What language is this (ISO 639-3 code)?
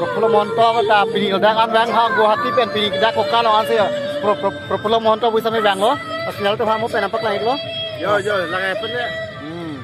mjw